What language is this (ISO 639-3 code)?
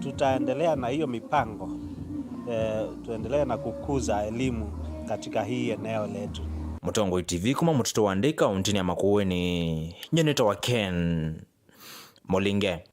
kam